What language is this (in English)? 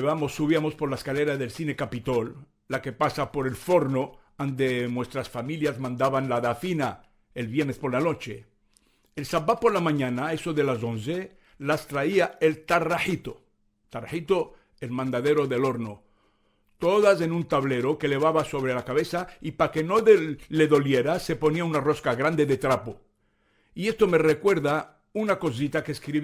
Ladino